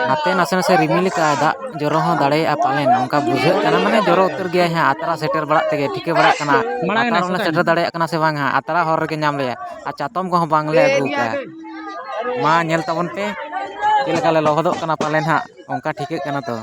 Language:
Santali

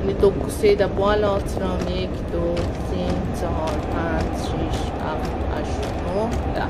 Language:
South Azerbaijani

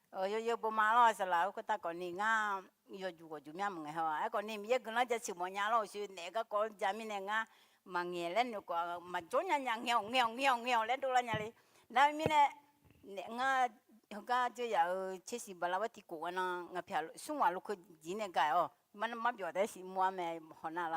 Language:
Akha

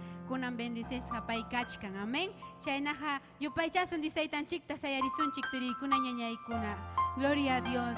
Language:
Ayacucho Quechua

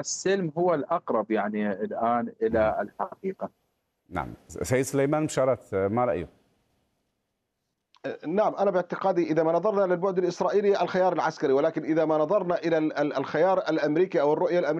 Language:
Arabic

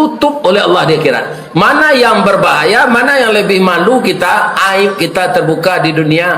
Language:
Minangkabau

